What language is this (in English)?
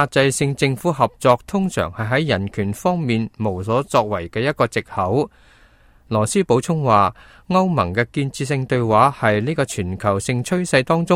Cantonese